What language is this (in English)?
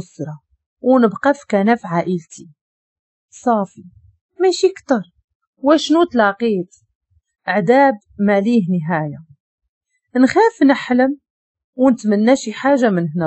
Moroccan Arabic